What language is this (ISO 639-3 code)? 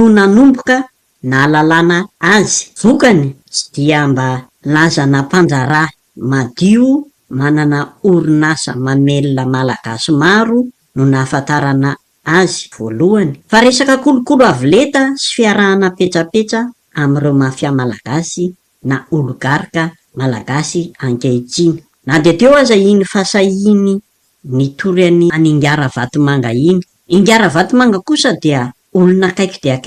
mlg